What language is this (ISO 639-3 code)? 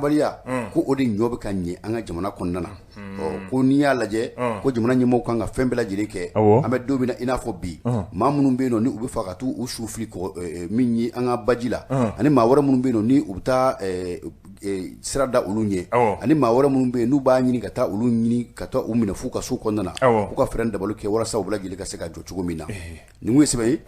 bam